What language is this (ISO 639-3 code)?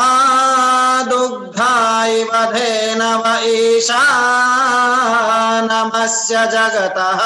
san